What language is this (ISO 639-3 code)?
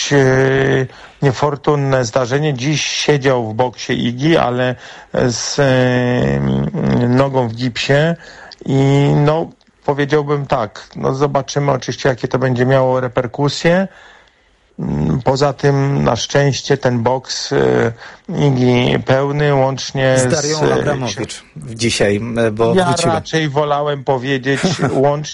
pol